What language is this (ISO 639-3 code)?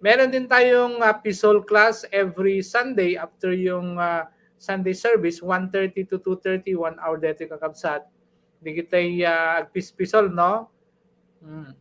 ilo